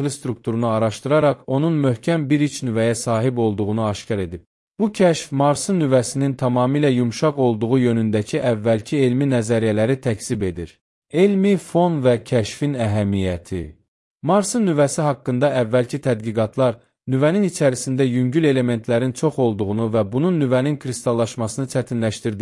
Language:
Azerbaijani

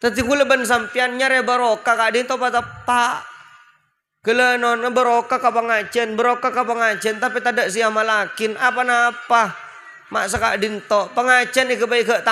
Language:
Madurese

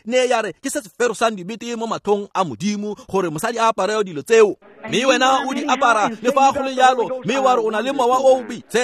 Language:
Tswana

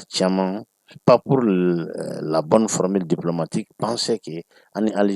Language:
Bambara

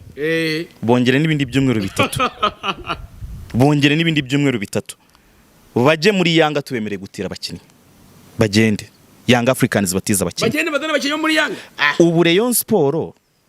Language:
Kinyarwanda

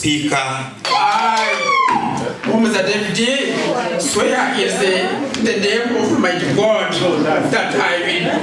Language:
Nyankole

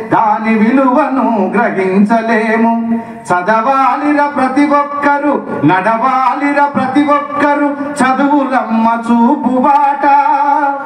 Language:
Telugu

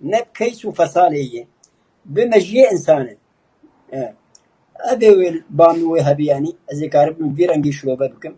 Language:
Kurdish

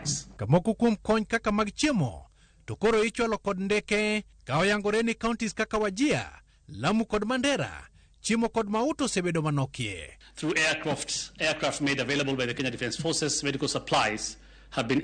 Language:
Luo (Kenya and Tanzania)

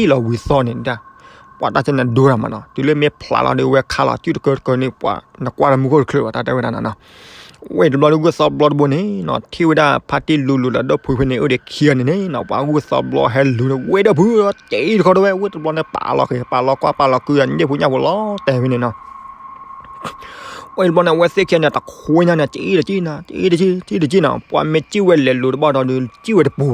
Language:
S'gaw Karen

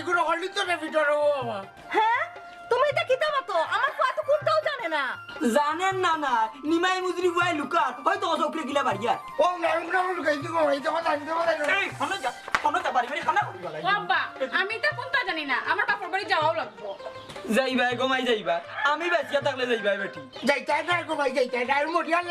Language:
Sylheti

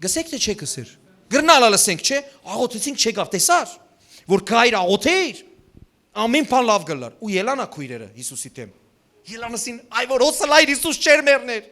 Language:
Western Armenian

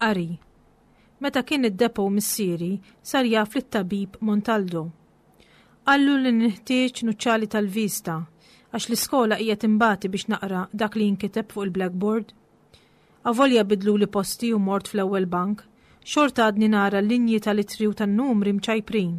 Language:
Maltese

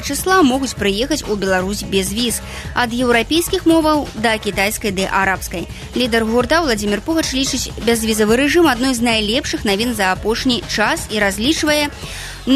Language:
Belarusian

